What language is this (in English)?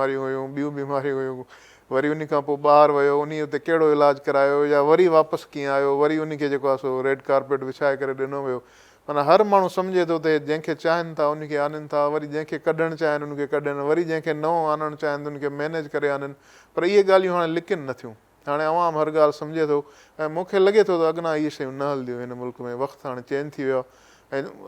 Sindhi